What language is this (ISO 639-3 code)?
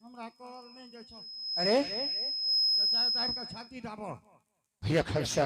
anp